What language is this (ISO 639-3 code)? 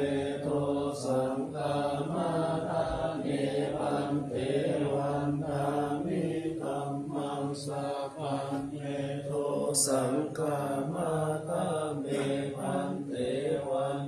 pli